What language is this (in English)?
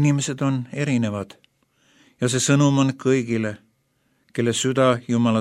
Estonian